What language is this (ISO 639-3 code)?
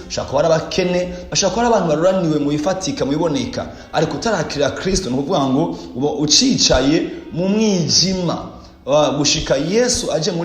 run